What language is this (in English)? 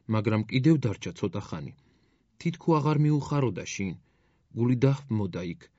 Georgian